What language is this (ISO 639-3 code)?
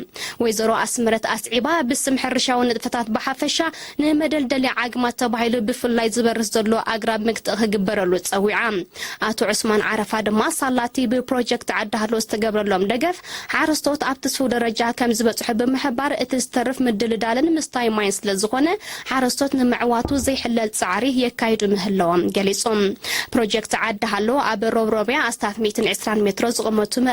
tir